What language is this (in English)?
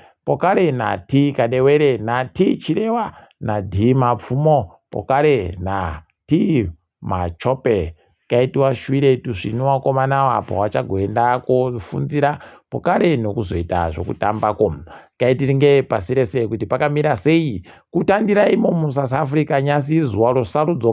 Ndau